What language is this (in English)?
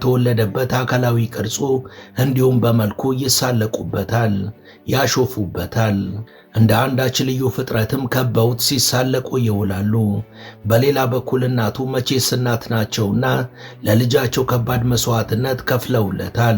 Amharic